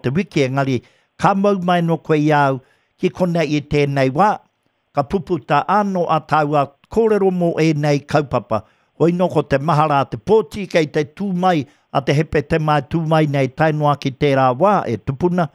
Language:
Māori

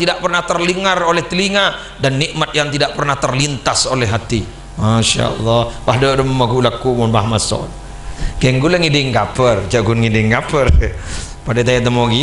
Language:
Madurese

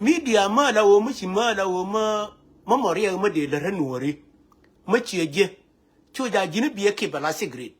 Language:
Nuer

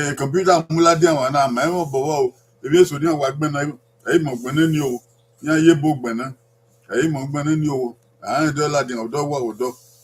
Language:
Bini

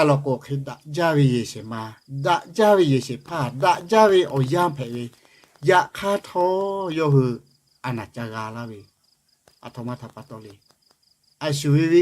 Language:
Lahu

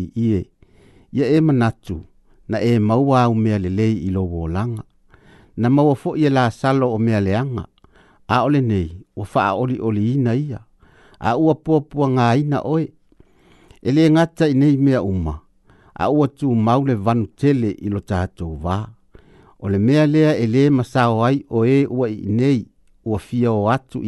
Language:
Samoan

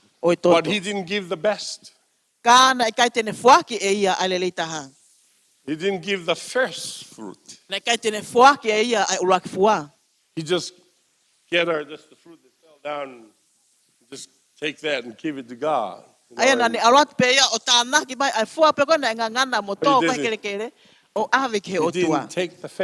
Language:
Tongan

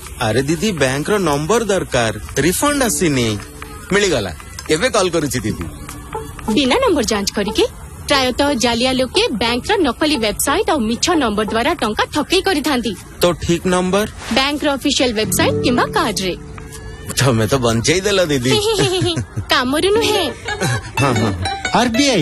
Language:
Odia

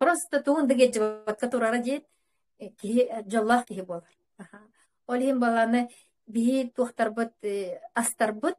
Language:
Yakut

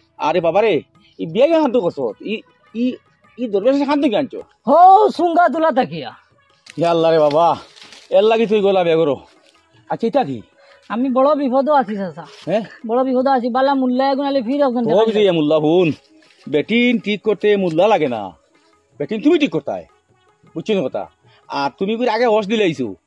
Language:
Sylheti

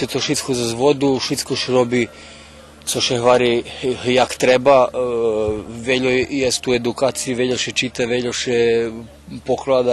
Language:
Rusyn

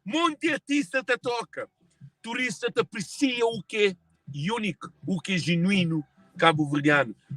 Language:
Kabuverdianu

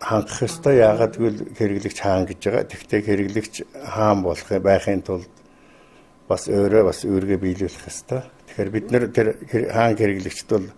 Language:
Mongolian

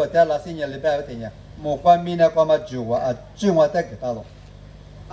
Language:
Lisu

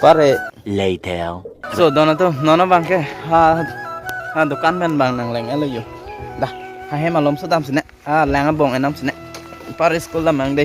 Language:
Karbi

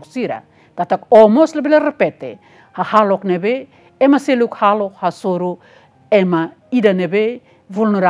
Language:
Tetum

